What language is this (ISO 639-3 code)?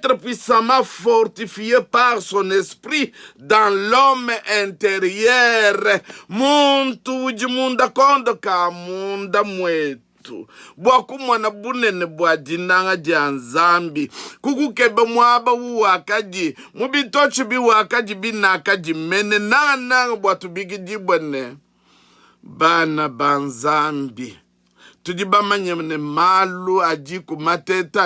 lua